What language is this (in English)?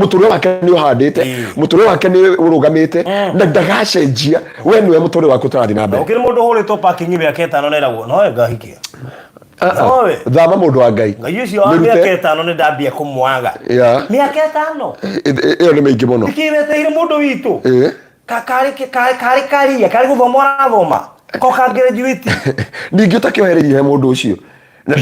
Kikuyu